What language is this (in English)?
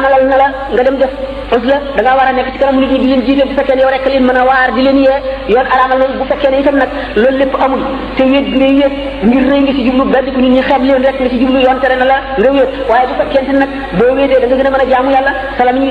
Wolof